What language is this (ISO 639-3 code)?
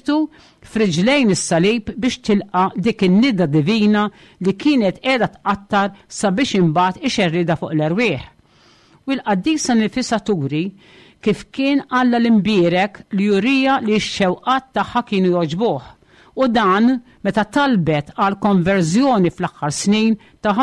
mlt